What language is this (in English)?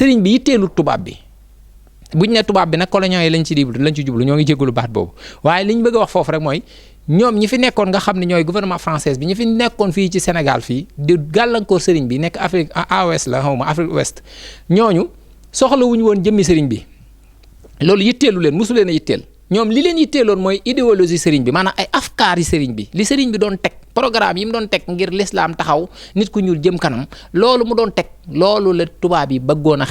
Wolof